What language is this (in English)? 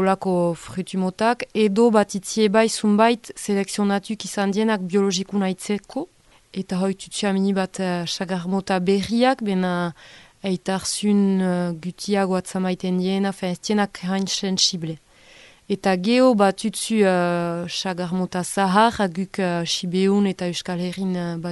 Basque